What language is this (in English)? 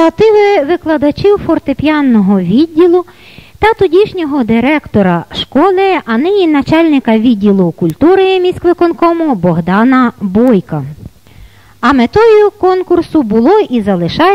Ukrainian